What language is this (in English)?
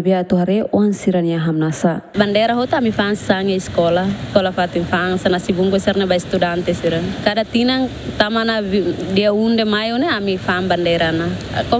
Tetum